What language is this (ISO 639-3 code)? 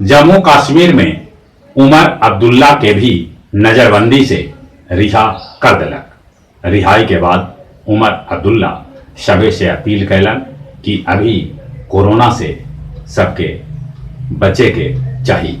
mag